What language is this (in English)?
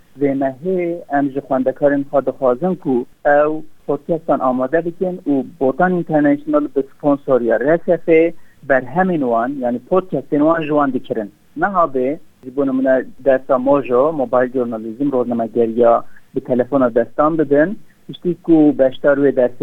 Kurdish